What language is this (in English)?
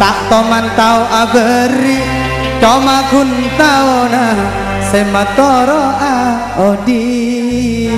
Madurese